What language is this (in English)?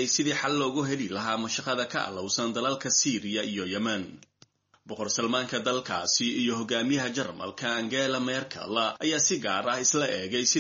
Somali